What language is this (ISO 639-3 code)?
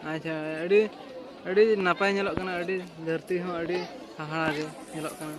sat